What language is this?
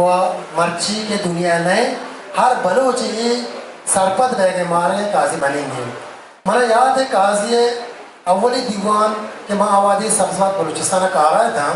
Eastern Balochi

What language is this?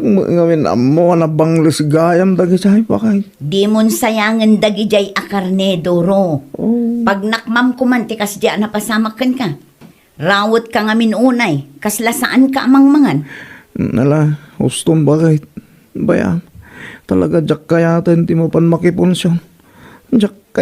Iloko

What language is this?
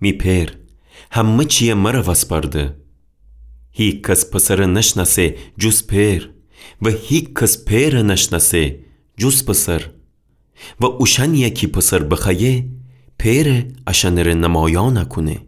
Gilaki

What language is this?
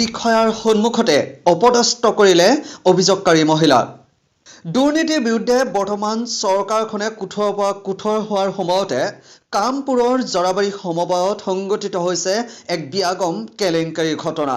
Assamese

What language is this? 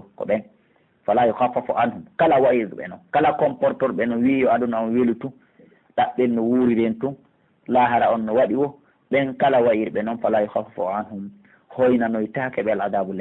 Pular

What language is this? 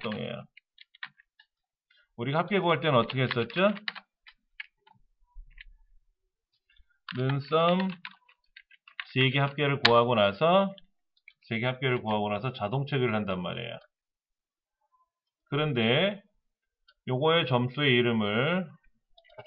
Korean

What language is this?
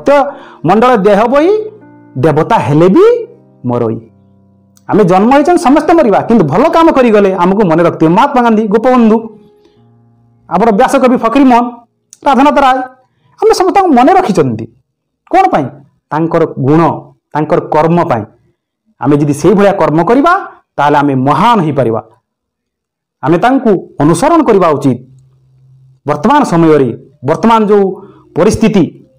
Odia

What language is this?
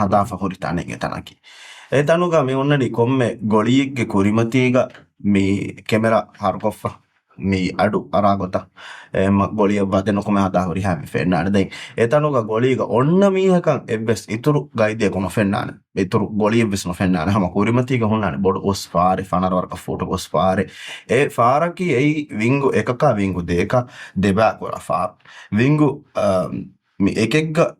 Divehi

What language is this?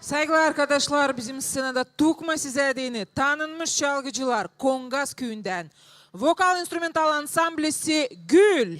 Gagauz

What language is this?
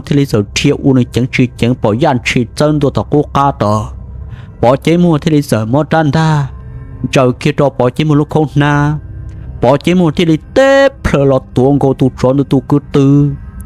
Hmong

